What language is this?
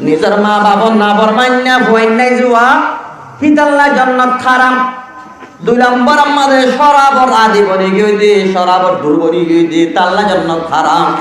Rohingya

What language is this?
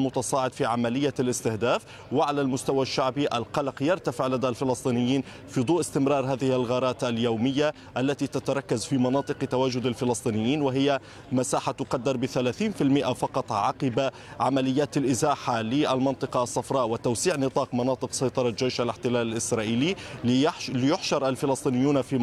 Arabic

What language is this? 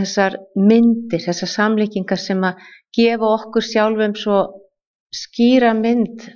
Icelandic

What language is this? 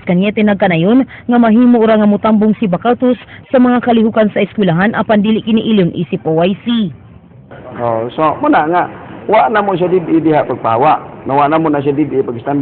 Cebuano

